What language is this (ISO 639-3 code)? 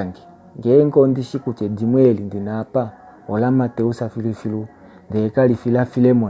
kua